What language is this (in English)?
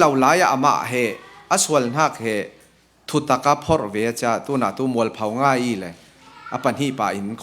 Falam Chin